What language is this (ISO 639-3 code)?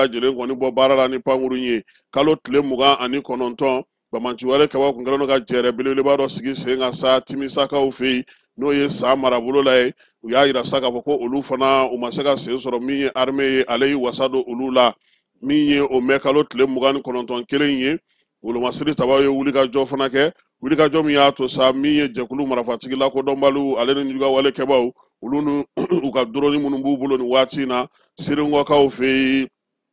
bam